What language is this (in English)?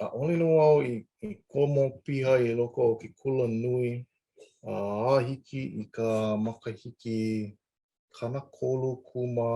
Hawaiian